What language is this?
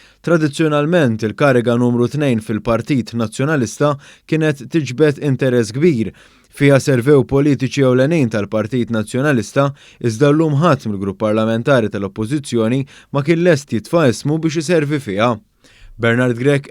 Maltese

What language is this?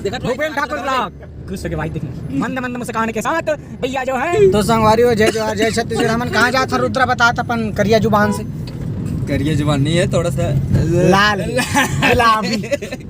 Chhattisgarhi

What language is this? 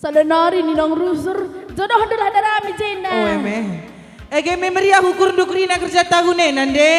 Batak Karo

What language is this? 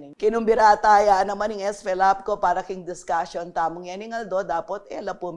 Pampanga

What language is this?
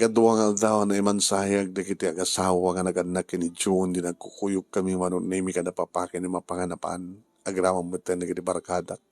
Iloko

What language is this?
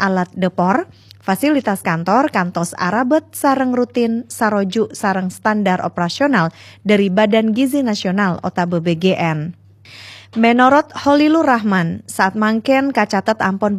Madurese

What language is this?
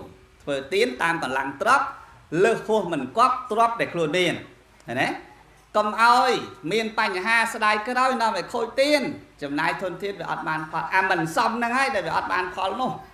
Khmer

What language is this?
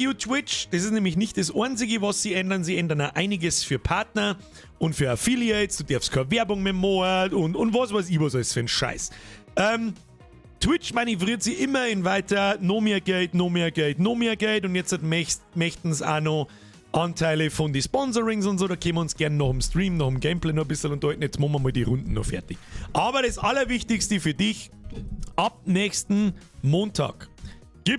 Bavarian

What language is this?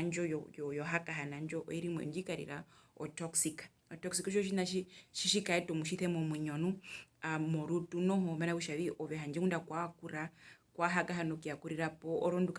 Herero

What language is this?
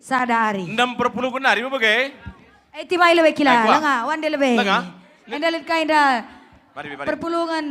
Batak Karo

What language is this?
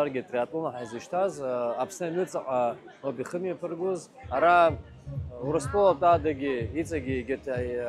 Abkhazian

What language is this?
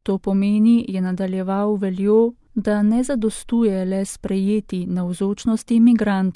Slovenian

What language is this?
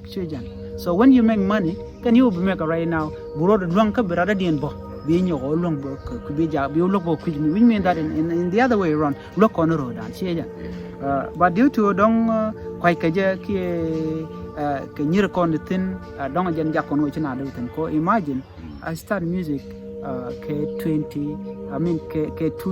Nuer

